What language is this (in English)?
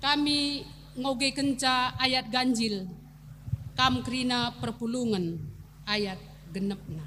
Batak Karo